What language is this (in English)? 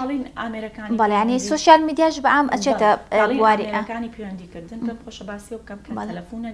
Central Kurdish